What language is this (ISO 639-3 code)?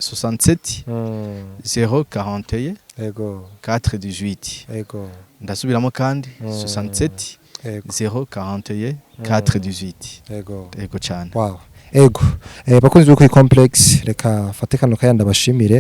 run